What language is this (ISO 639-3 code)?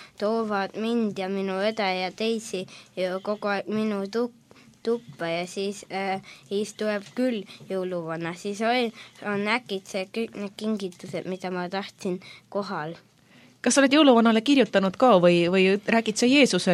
est